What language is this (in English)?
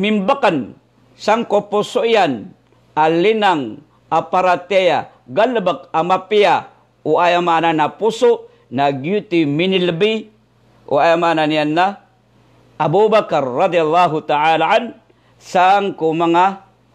Maranao